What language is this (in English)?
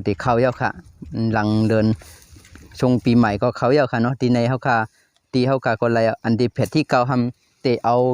Shan